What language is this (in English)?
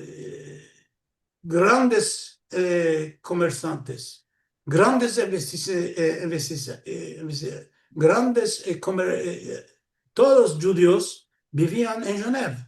Ladino